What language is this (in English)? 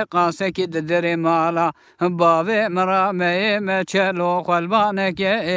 Kurdish